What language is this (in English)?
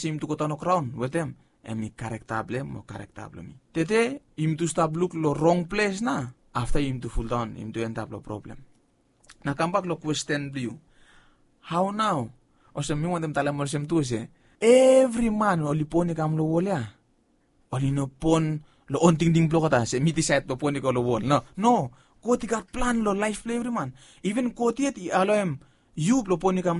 Bislama